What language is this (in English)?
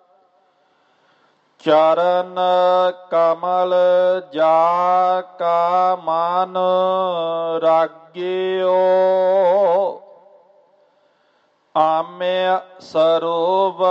Punjabi